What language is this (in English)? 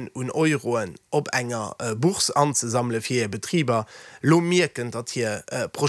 Luxembourgish